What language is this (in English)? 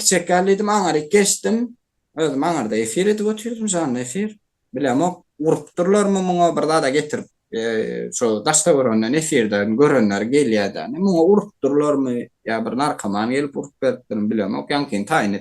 Turkmen